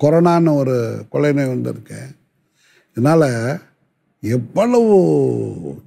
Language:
Tamil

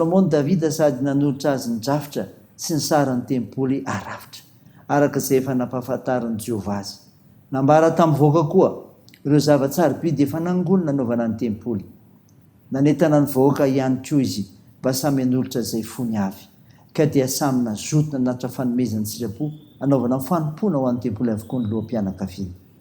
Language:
Malagasy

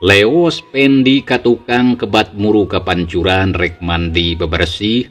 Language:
Sundanese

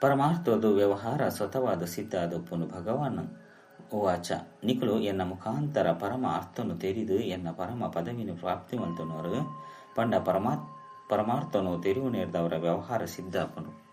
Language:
Tulu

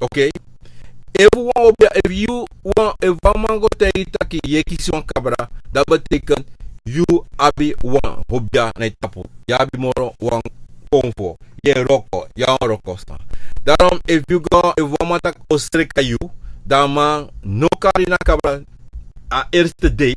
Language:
Sranan Tongo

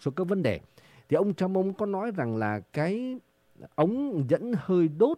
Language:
Vietnamese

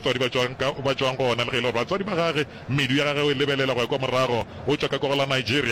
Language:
Northern Sotho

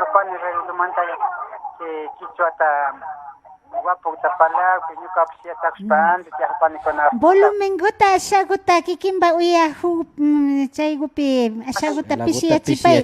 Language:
Imbabura Highland Quichua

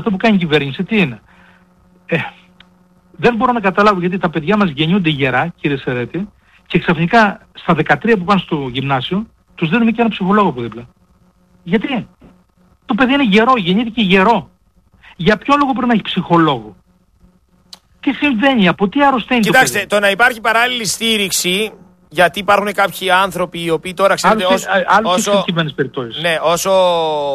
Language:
Greek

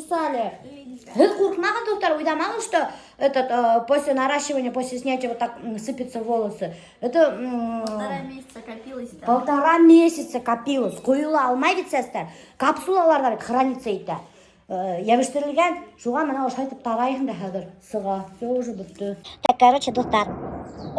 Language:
Bashkir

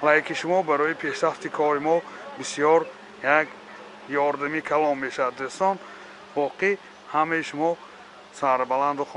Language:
Tajik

